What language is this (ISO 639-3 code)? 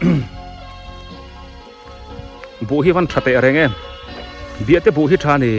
biu